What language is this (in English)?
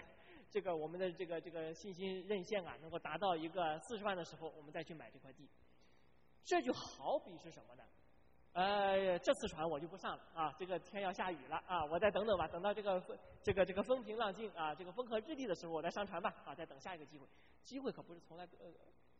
Chinese